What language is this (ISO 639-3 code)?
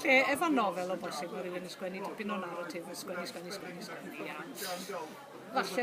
cym